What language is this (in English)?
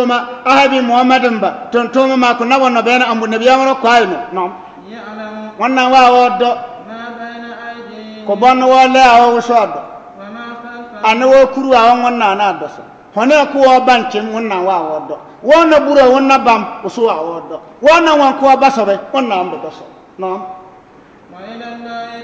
Bissa